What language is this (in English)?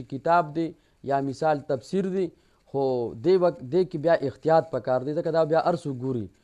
Pashto